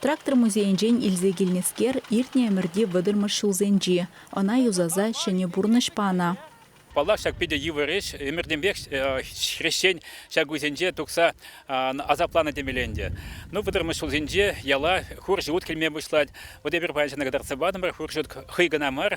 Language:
Chuvash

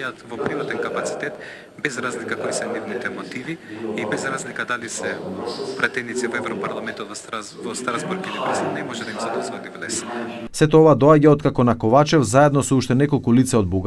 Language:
Macedonian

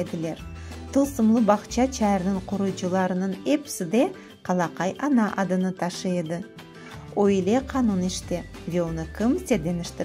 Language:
Crimean Tatar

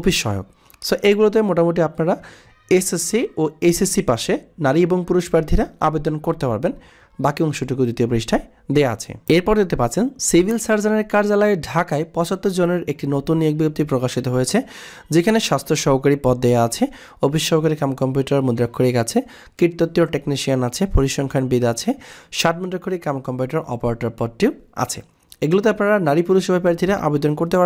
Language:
Bangla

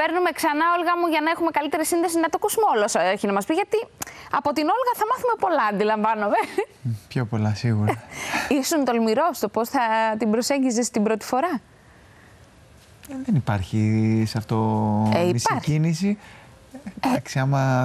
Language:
Greek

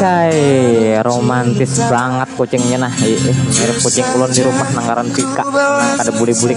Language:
Banjar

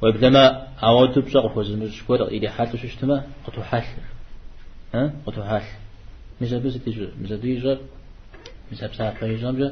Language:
Kabardian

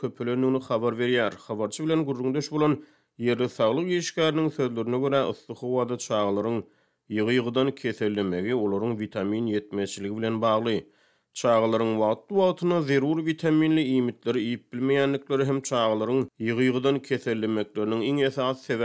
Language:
Turkmen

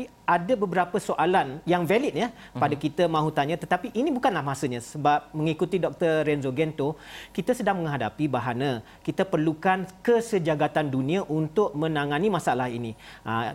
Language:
Malay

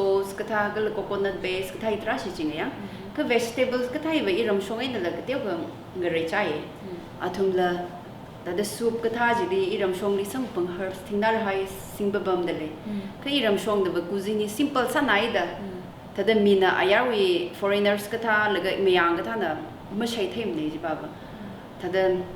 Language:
Tangkhul Naga (India)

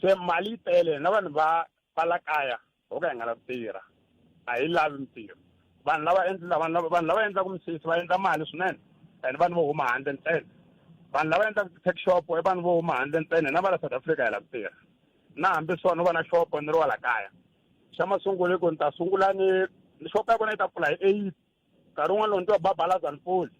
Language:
Tsonga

